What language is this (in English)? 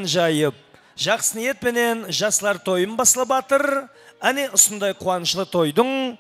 Kara-Kalpak